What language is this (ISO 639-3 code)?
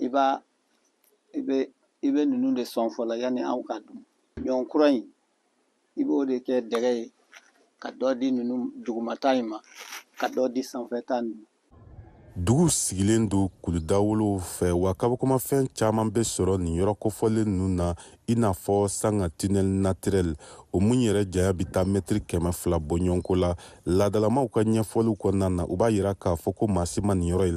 bam